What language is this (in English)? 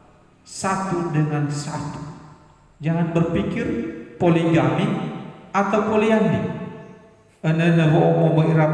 Nias